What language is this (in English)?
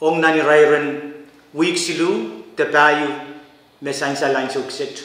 Pohnpeian